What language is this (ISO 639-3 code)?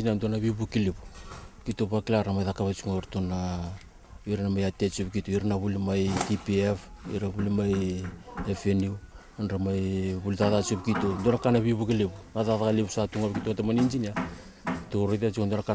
fij